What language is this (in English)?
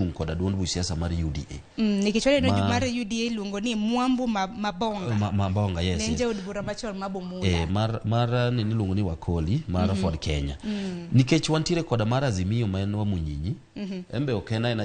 Luo (Kenya and Tanzania)